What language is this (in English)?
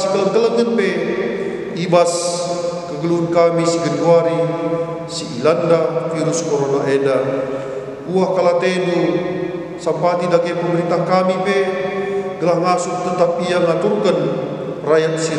Batak Karo